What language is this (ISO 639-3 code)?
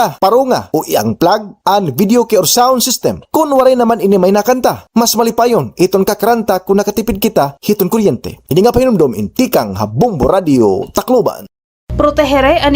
war